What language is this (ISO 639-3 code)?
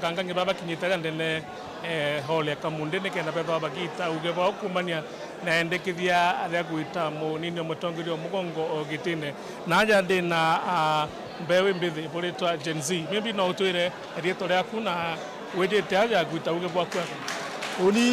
mer